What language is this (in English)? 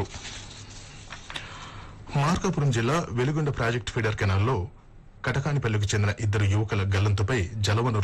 Telugu